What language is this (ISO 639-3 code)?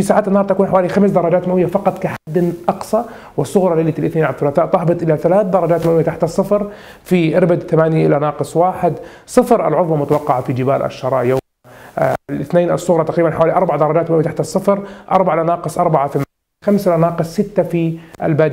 ara